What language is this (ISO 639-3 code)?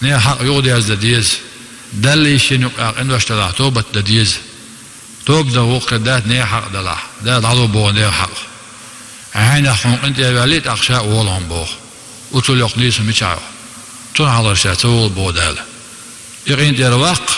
che